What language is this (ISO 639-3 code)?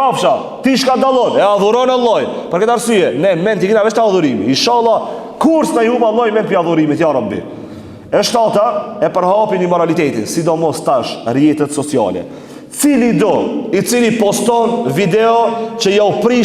sqi